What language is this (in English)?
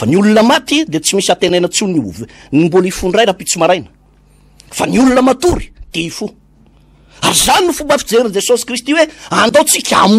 Malagasy